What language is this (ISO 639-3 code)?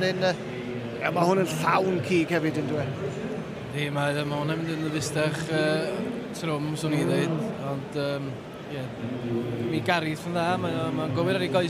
cym